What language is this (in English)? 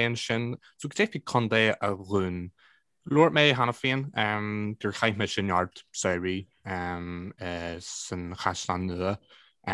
Irish